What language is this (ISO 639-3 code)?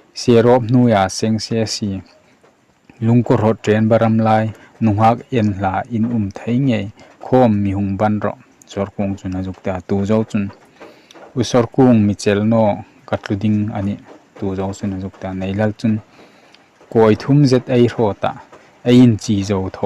hmr